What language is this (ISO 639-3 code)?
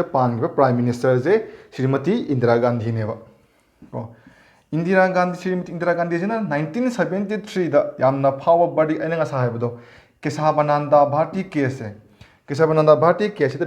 mni